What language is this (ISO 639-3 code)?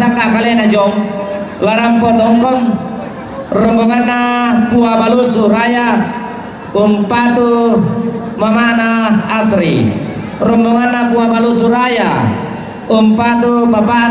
sda